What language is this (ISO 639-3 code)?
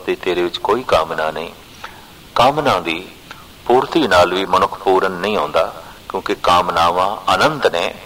pan